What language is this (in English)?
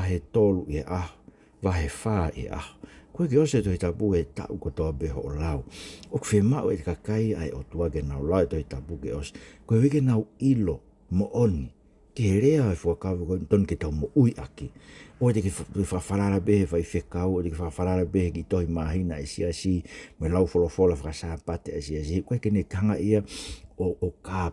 Tongan